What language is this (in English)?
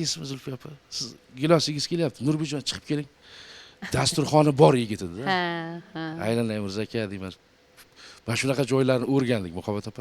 Uzbek